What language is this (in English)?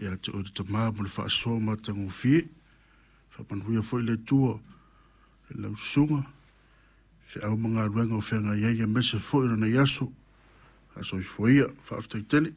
Samoan